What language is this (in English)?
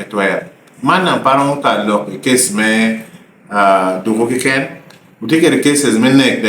Lango (Uganda)